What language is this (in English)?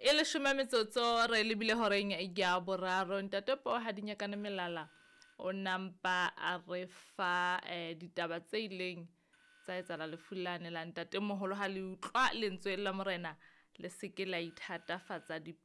Southern Sotho